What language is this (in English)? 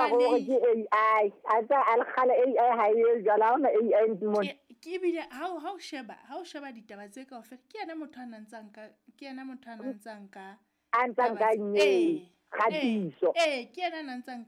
Southern Sotho